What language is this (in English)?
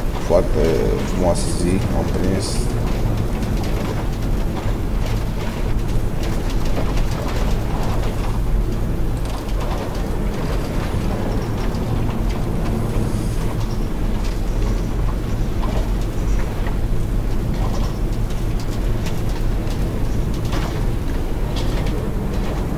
Romanian